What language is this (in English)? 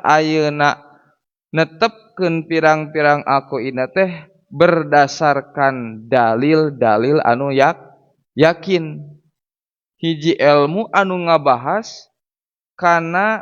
Sundanese